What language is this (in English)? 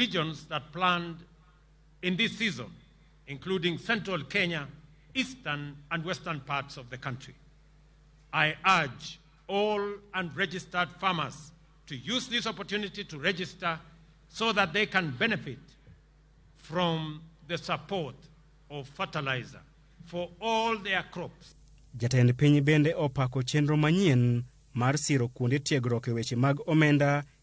Luo (Kenya and Tanzania)